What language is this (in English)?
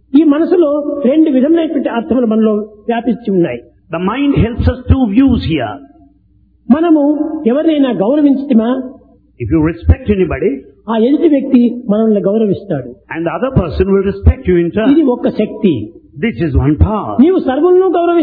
Telugu